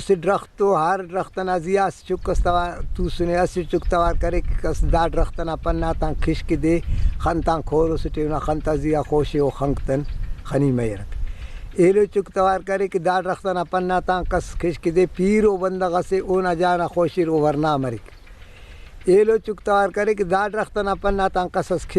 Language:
Brahui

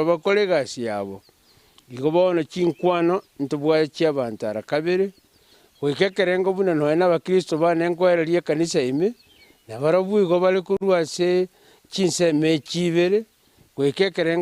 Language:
Gusii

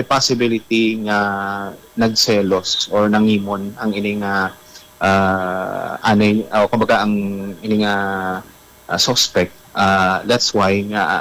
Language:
Hiligaynon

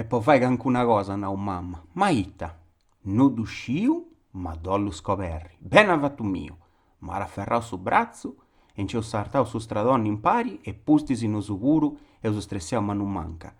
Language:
Sardinian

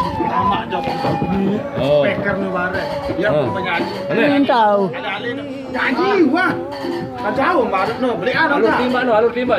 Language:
Sasak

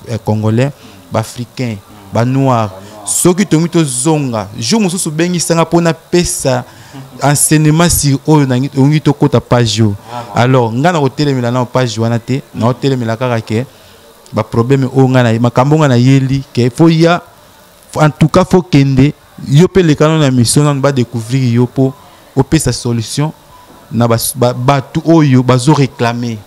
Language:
Lingala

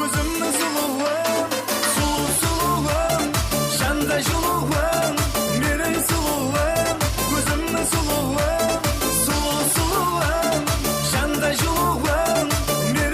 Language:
Kara-Kalpak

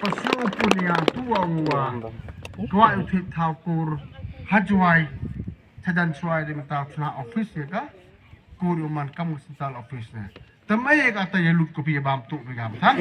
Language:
Khasi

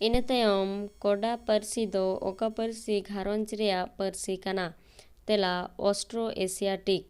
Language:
Santali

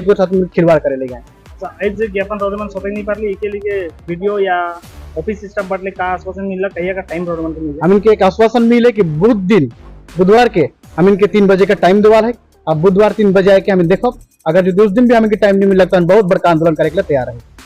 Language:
Sadri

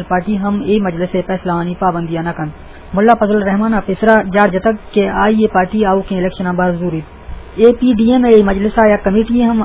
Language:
Eastern Balochi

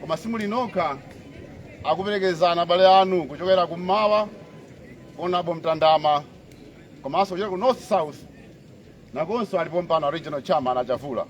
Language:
Nyanja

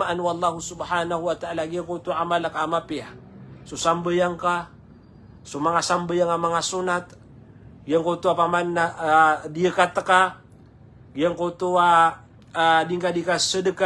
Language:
Maranao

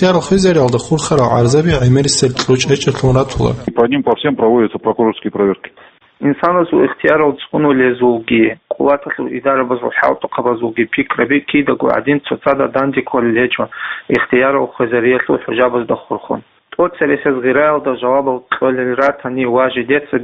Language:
Avaric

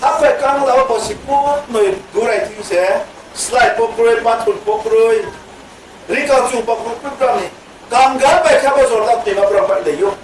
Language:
Riang (India)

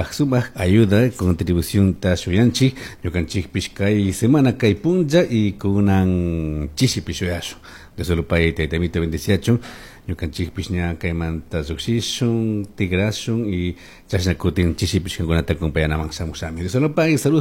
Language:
Chimborazo Highland Quichua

